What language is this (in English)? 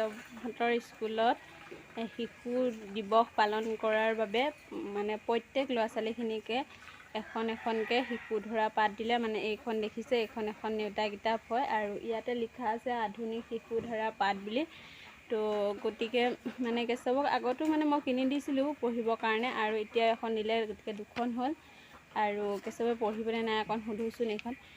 Assamese